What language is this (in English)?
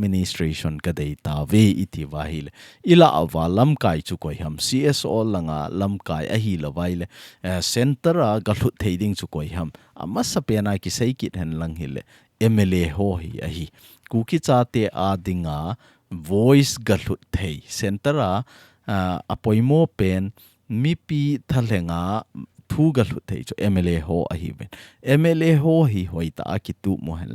Thado Chin